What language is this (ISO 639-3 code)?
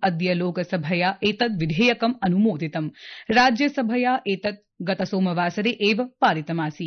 san